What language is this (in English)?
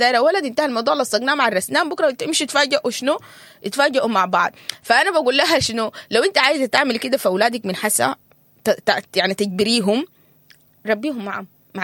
Sudanese Arabic